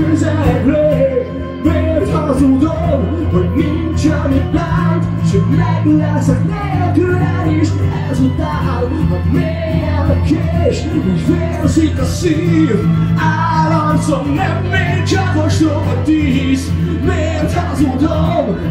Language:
Hungarian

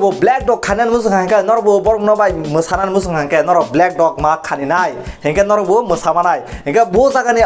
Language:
Kok Borok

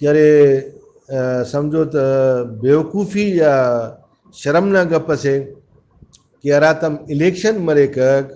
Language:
Brahui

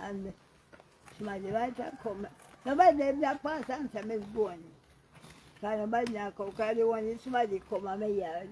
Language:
Jamaican Creole English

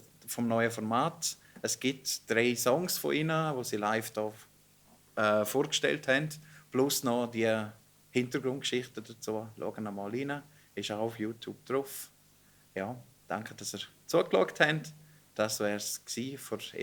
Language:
Swiss German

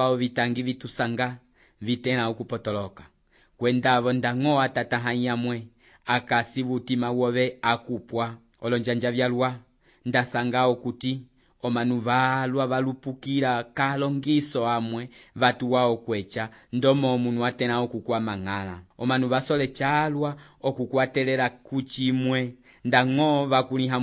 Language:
Umbundu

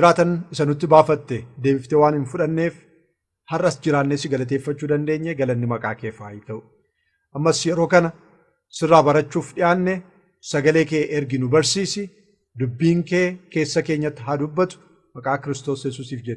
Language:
Oromo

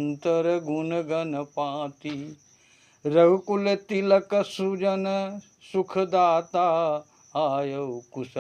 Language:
Maithili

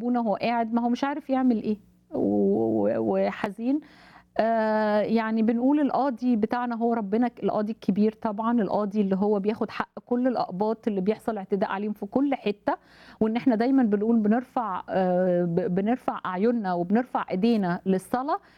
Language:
Egyptian Arabic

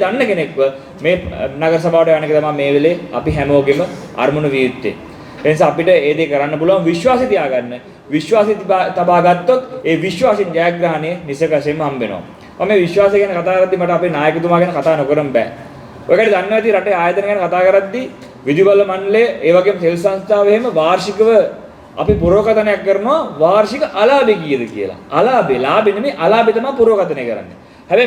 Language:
Sinhala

